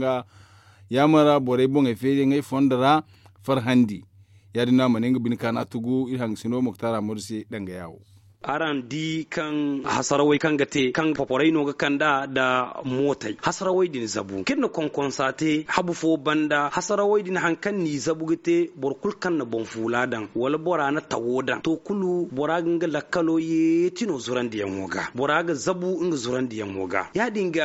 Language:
Zarma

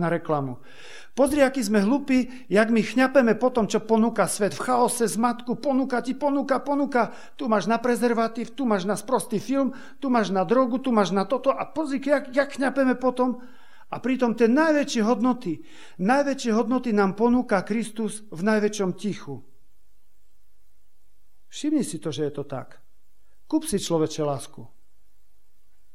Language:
Slovak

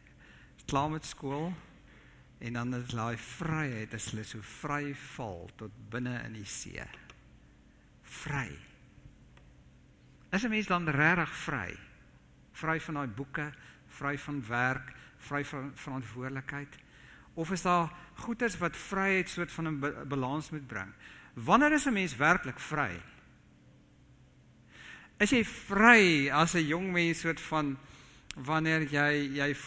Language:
Afrikaans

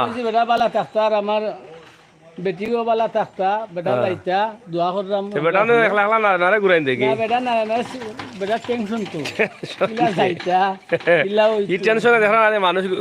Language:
Sylheti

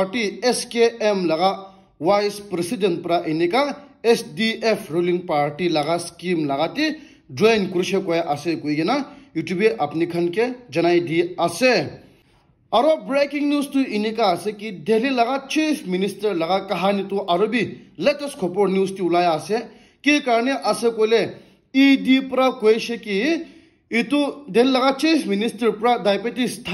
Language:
Naga Pidgin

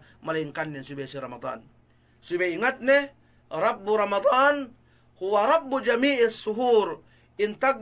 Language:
Yakan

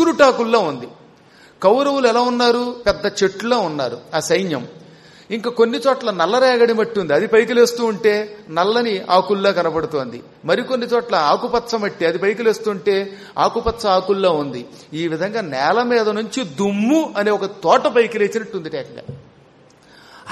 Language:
Telugu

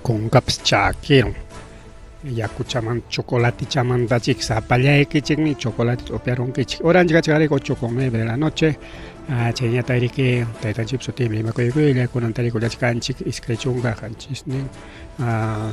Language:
Ayacucho Quechua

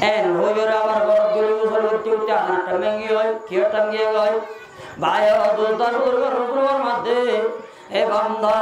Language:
Rohingya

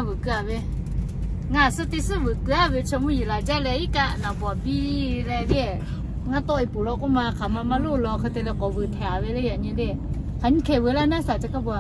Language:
Lahu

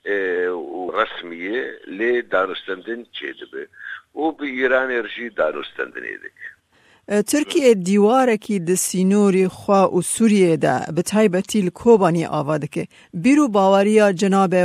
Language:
Kurdish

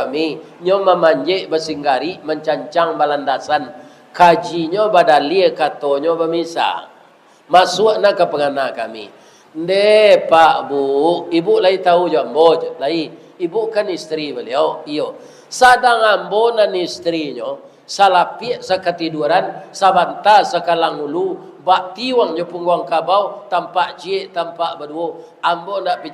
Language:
Minangkabau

